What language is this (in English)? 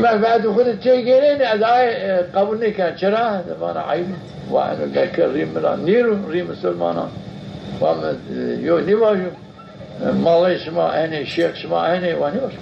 Zaza